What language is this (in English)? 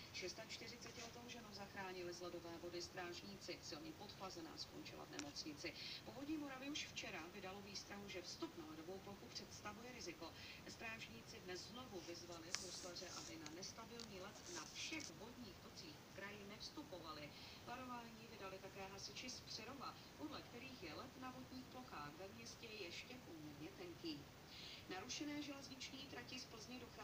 Czech